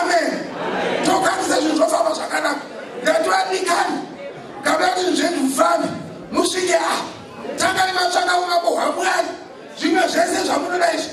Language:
Shona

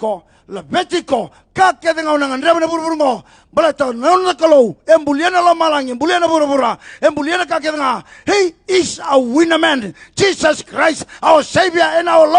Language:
Fijian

